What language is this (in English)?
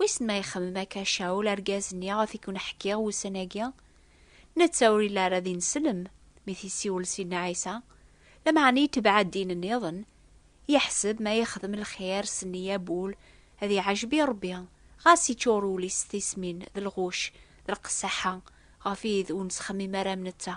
Kabyle